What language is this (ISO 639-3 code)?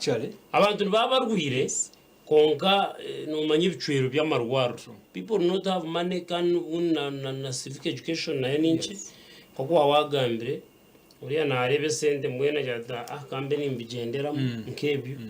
nyn